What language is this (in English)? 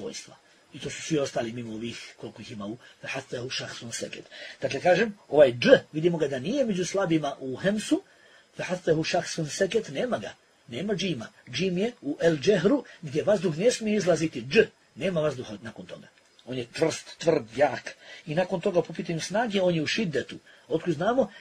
Bosnian